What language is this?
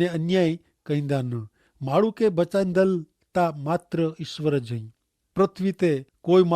Kachhi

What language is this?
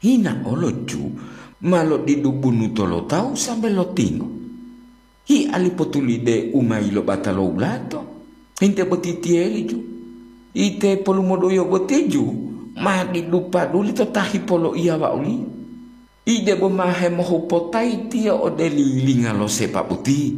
Gorontalo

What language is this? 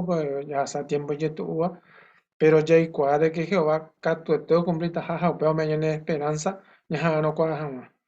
Guarani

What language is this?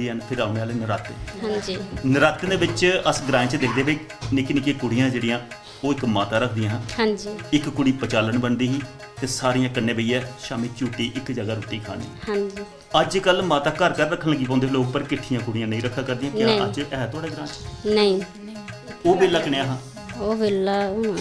Dogri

